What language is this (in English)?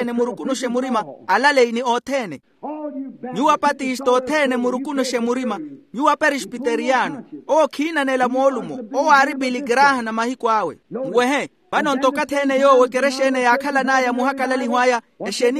Makhuwa